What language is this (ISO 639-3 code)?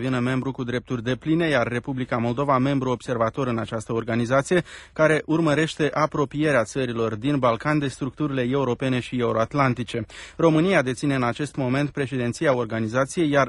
ron